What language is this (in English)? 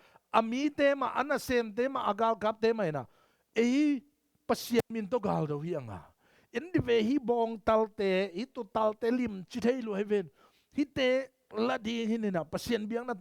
Tedim Chin